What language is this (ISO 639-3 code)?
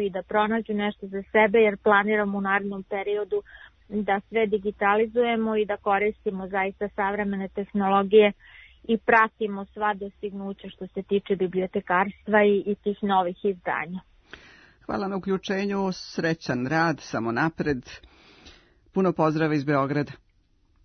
srp